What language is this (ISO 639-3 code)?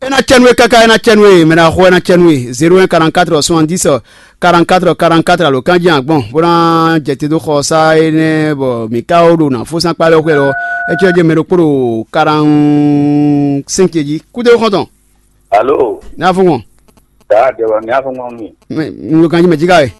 fon